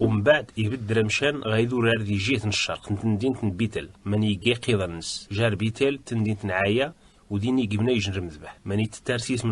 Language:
Kabyle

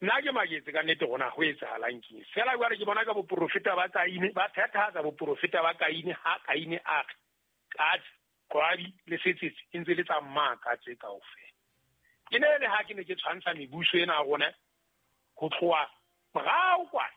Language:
Southern Sotho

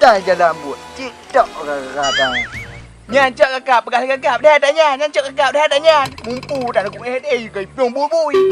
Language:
Achinese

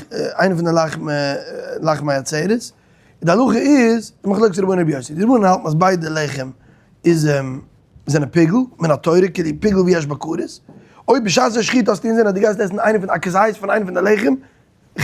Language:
Yiddish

